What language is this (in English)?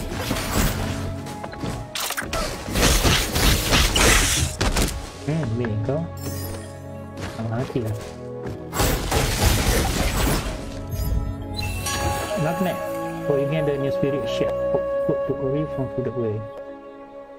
Malay